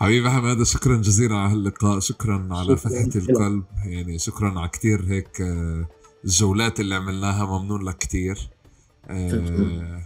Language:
North Levantine Arabic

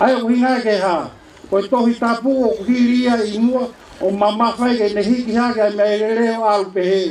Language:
Tongan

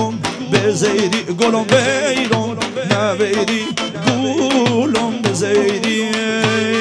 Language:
Persian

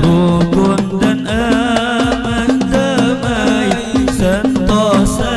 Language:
Banjar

